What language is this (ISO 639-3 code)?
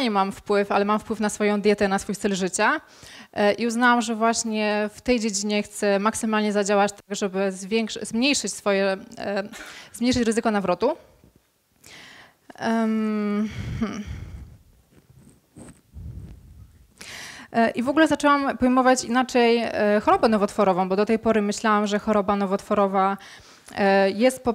pol